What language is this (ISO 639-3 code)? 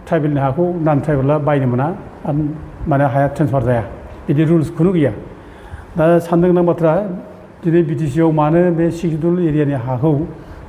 brx